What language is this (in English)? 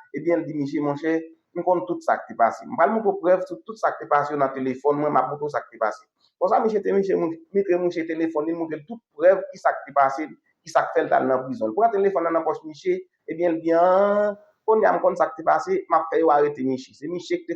Haitian Creole